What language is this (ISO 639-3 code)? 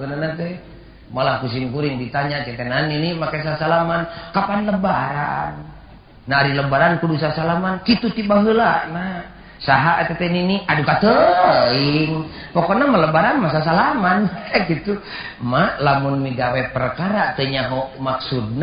sun